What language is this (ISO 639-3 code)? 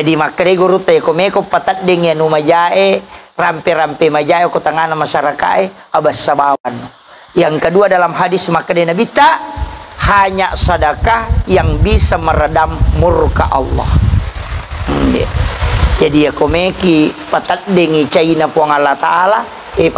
bug